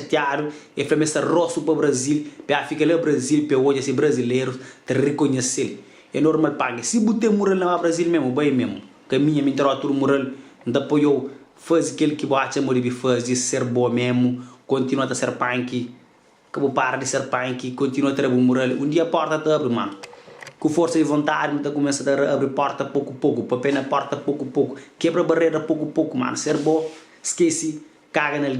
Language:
Kabuverdianu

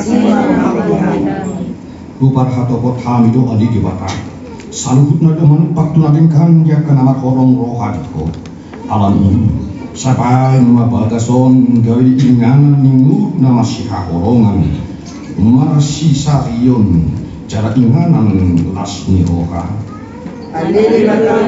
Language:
Batak Toba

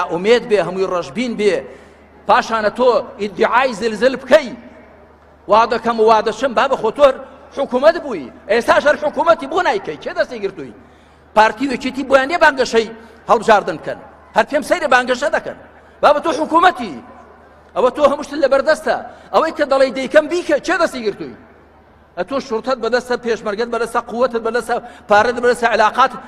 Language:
Central Kurdish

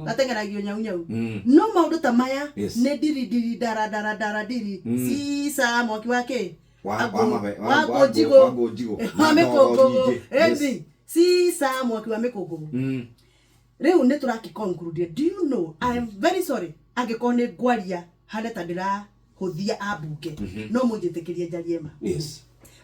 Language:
Kikuyu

